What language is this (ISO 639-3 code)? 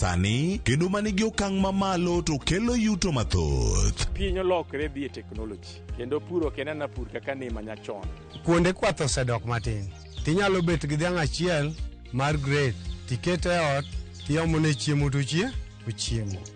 luo